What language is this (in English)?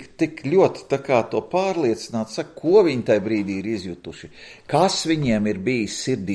Latvian